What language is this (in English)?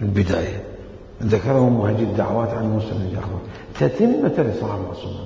Mesopotamian Arabic